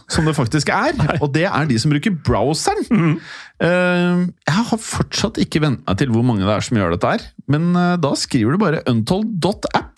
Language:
Norwegian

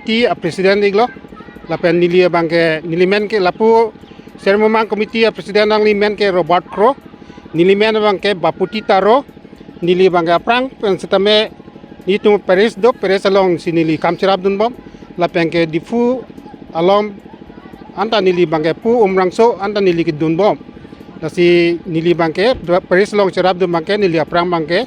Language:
Karbi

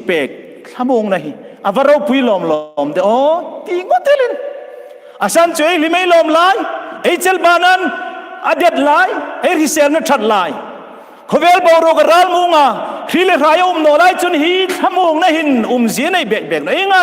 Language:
Hmar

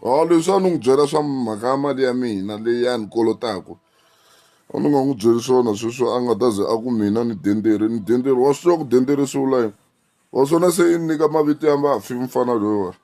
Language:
Tsonga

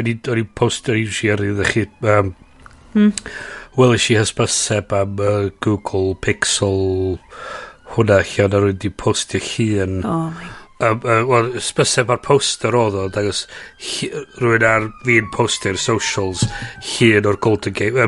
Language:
Welsh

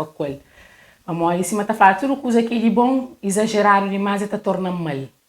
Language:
Kabuverdianu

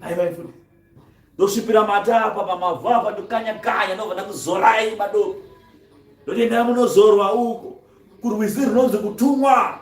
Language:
Shona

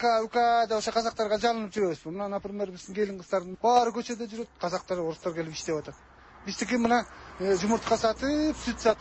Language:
Kyrgyz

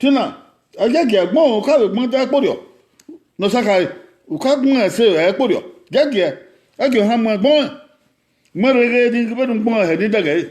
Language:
Bini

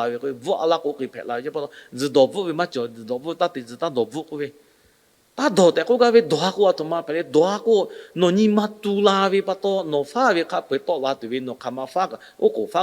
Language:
Lahu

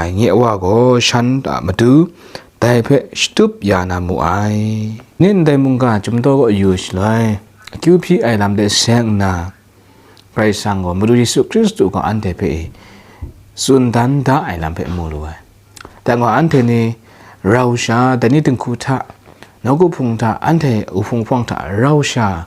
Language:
Kachin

